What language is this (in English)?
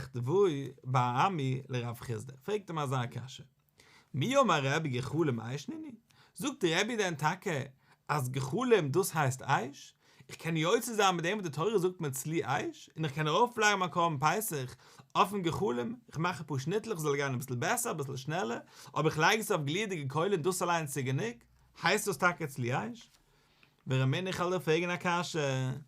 Yiddish